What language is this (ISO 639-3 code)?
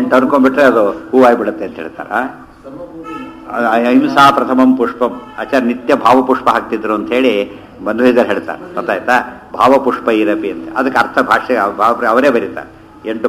kan